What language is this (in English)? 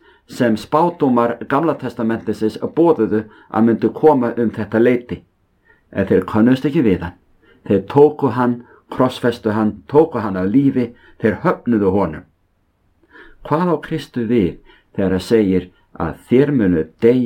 Icelandic